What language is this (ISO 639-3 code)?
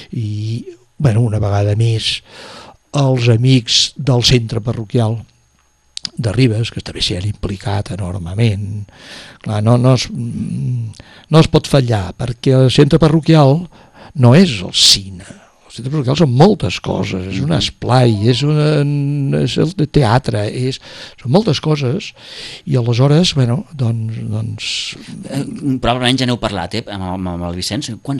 cat